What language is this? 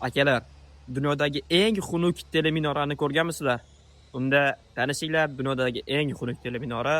Uzbek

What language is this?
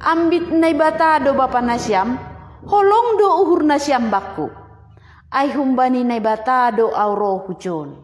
Batak Simalungun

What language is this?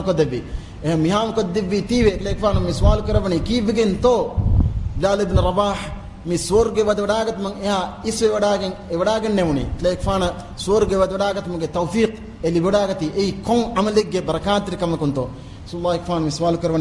Divehi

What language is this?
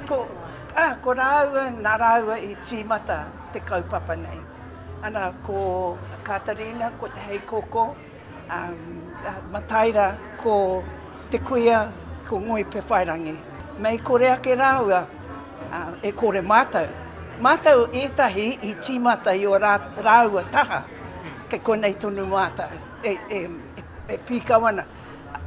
Māori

